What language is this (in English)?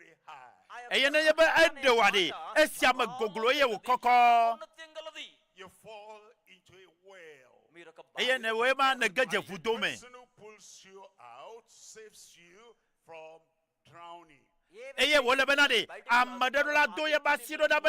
Ewe